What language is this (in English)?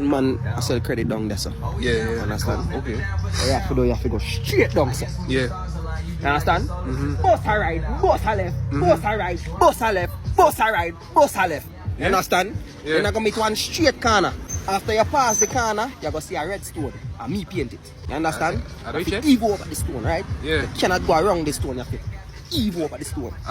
Jamaican Creole English